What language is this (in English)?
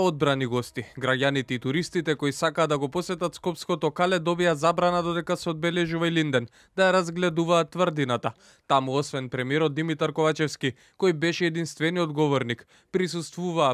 Macedonian